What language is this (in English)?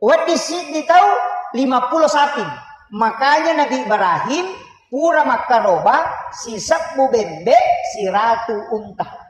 Buginese